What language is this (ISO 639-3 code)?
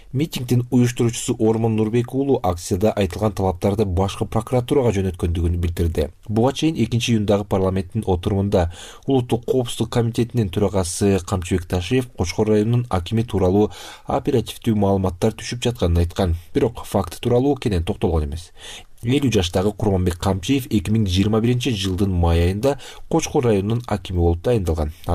kir